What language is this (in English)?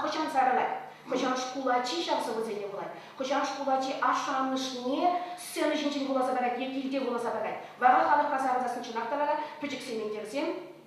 Chuvash